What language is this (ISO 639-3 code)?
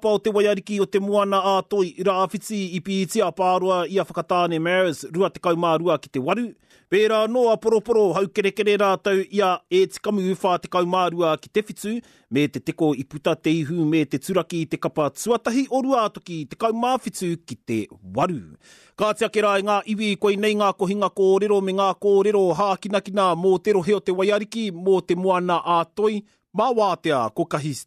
mri